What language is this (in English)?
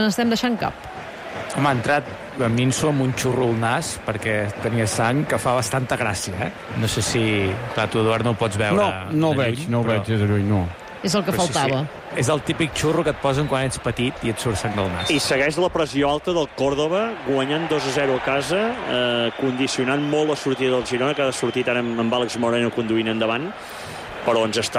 Catalan